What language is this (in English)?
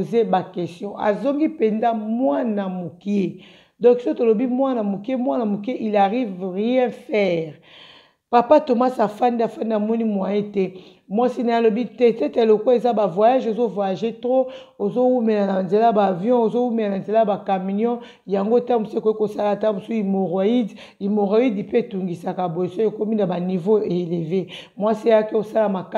Lingala